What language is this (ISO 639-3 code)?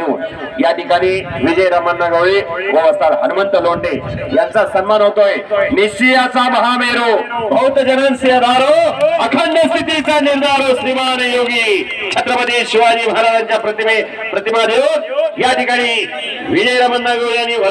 mar